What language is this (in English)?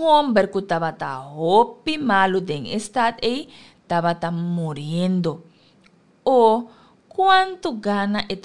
Papiamento